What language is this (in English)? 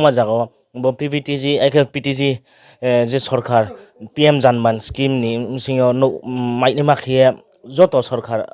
Riang (India)